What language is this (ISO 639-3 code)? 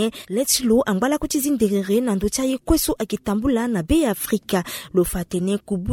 sag